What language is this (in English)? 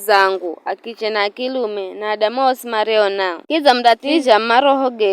Giryama